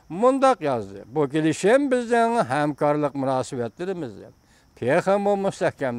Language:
Uyghur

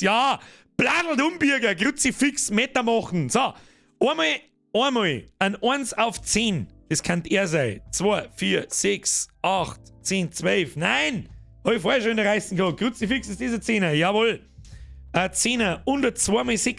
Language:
Bavarian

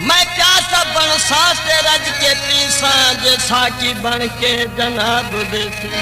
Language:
Saraiki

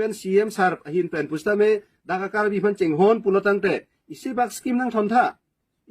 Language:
Karbi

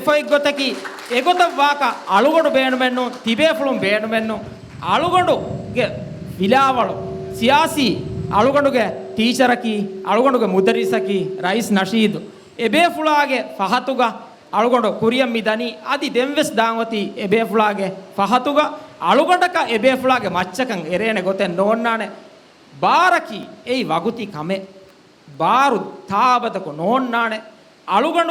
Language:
Divehi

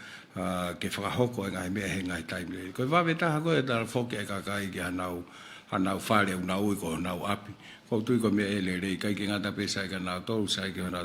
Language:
Tongan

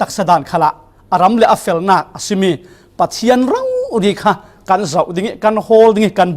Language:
Falam Chin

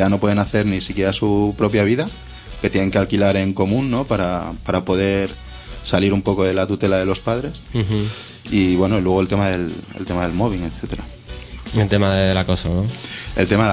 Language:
Spanish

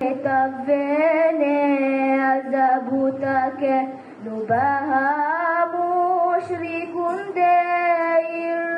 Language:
Divehi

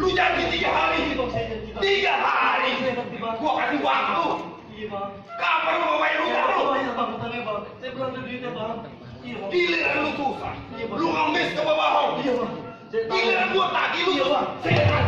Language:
Betawi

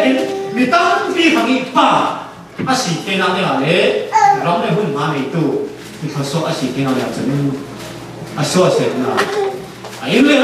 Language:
Falam Chin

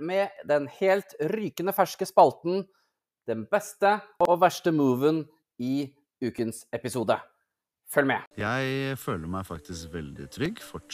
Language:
Norwegian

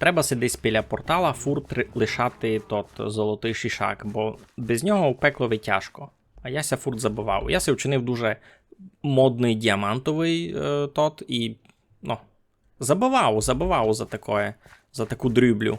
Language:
Rusyn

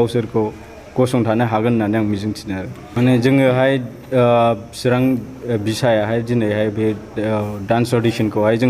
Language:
Bodo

